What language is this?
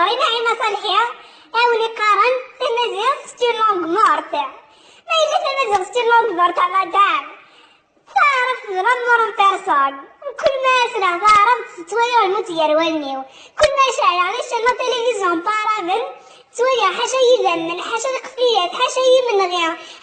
Kabyle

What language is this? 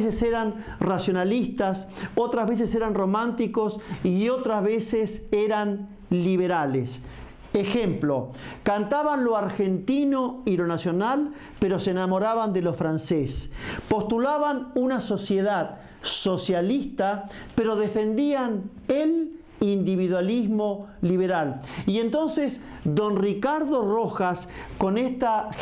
Spanish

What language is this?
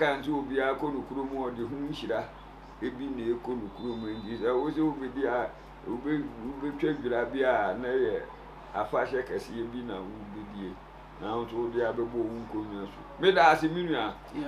Akan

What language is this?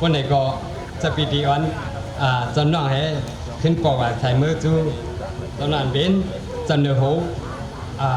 Shan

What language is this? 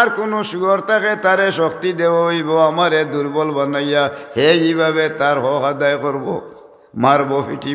Sylheti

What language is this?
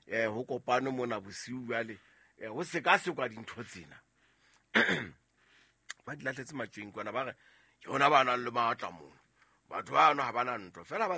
Southern Sotho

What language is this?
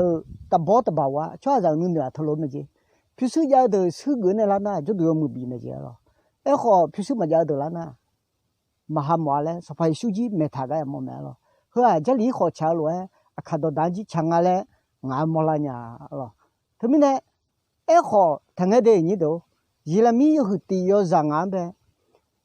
Akha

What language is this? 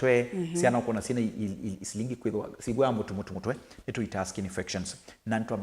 Kamba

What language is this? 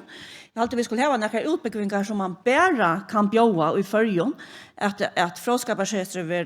Faroese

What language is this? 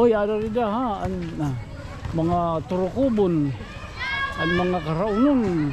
Waray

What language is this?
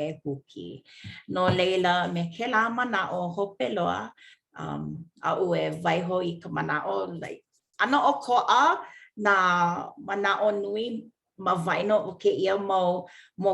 Hawaiian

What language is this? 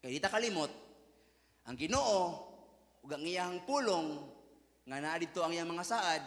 Cebuano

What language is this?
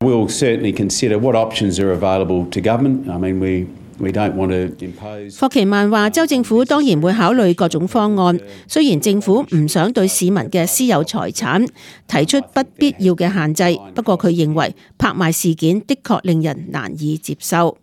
Cantonese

